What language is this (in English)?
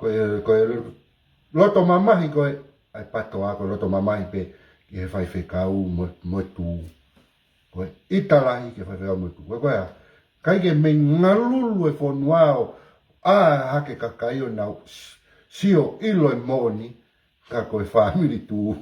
Tongan